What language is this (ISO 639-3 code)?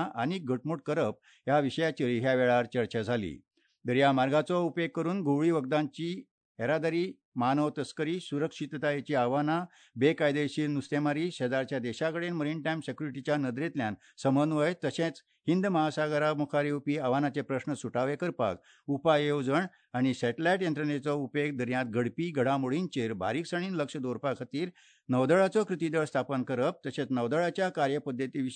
kok